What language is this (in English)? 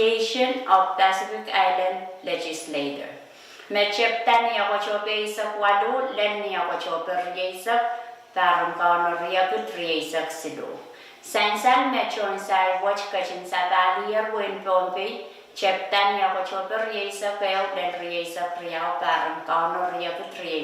Pohnpeian